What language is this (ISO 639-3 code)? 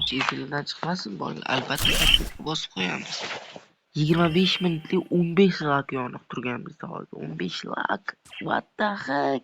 uzb